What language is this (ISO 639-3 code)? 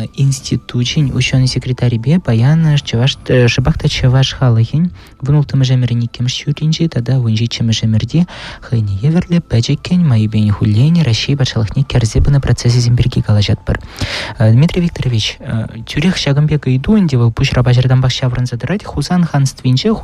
chv